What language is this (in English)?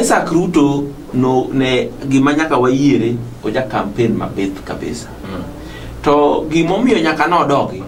Luo (Kenya and Tanzania)